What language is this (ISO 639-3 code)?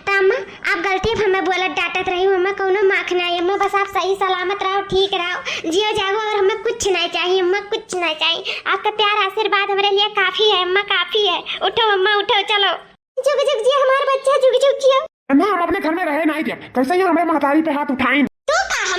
awa